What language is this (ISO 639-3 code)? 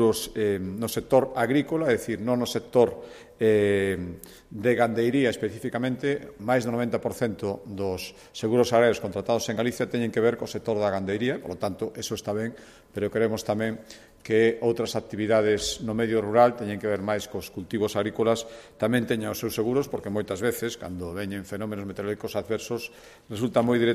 glg